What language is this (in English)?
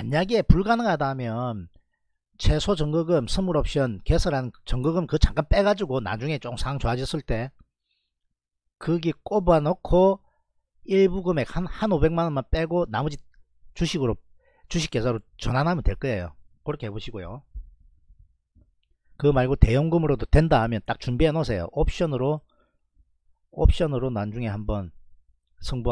Korean